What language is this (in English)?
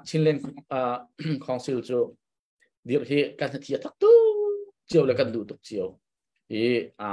Hakha Chin